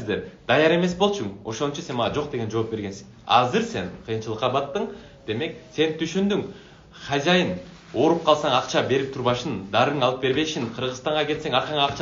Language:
Kyrgyz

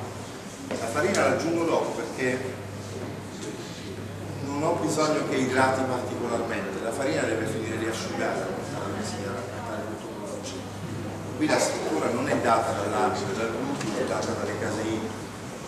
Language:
Italian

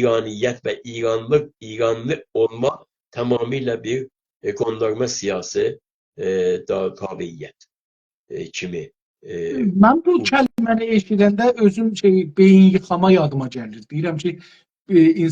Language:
South Azerbaijani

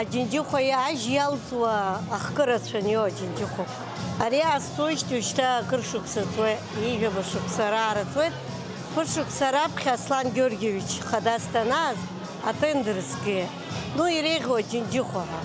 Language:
Abkhazian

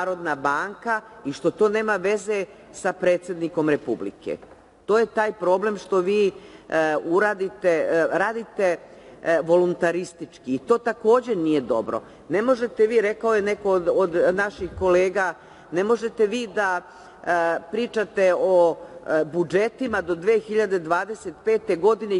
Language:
Serbian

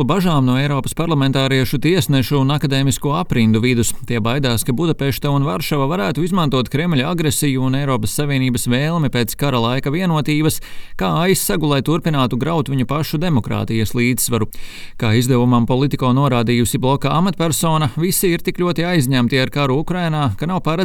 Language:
Latvian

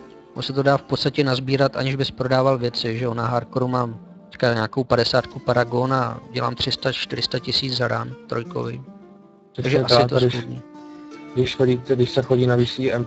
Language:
Czech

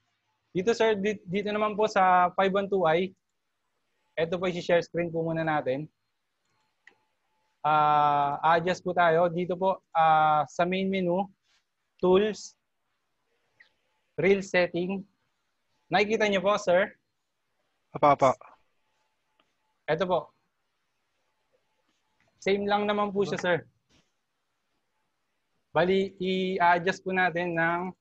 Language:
Filipino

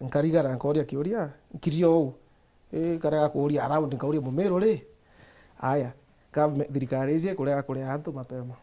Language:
Meru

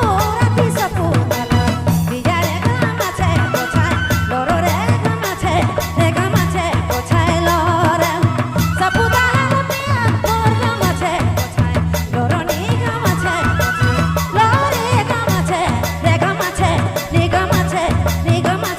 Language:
Sadri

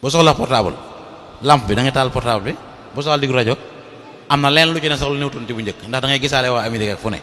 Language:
Wolof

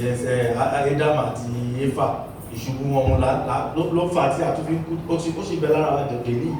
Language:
Yoruba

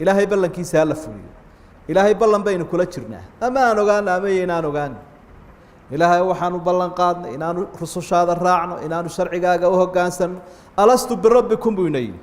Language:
Somali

